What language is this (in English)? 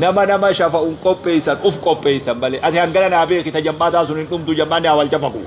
Oromo